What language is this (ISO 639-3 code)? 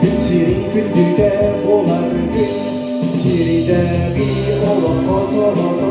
sah